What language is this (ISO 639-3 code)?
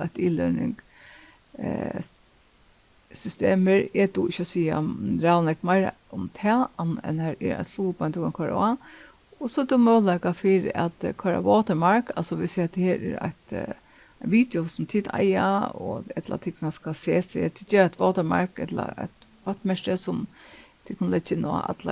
fao